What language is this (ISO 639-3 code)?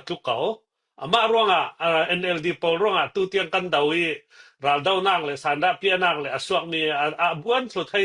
cfm